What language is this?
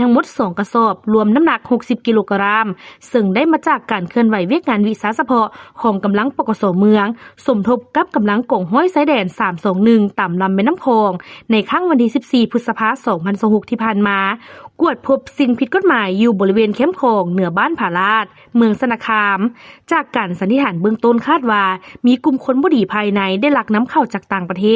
Lao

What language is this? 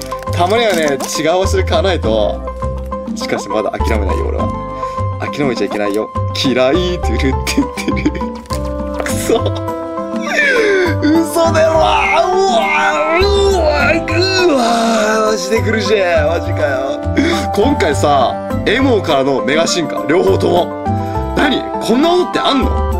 Japanese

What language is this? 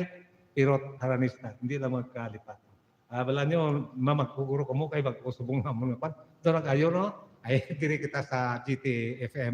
Hiligaynon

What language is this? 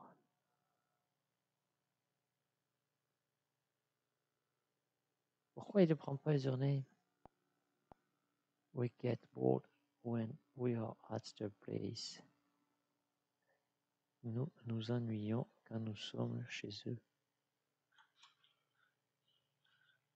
French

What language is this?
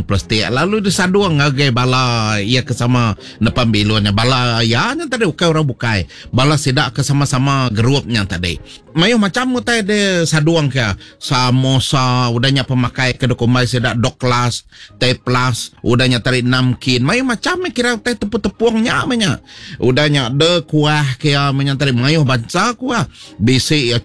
Iban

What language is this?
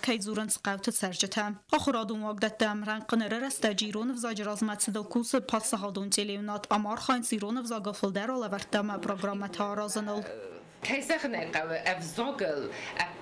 Ossetic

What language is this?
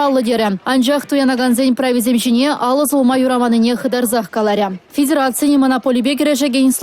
Chuvash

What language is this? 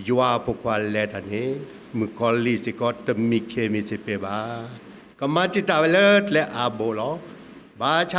S'gaw Karen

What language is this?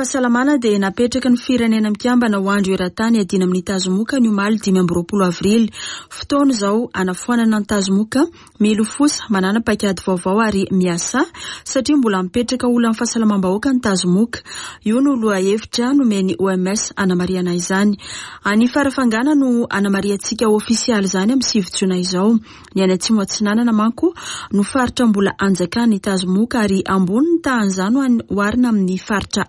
Malagasy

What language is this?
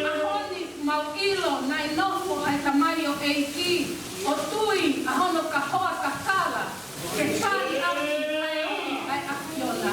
Tongan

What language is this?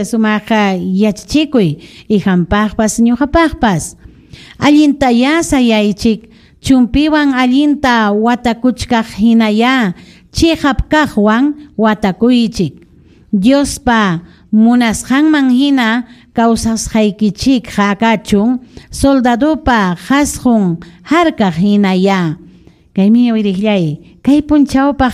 Ayacucho Quechua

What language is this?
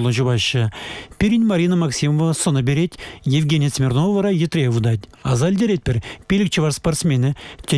Chuvash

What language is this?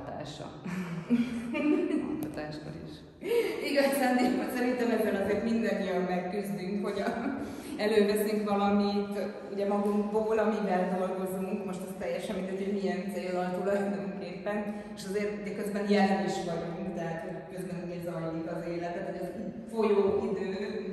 Hungarian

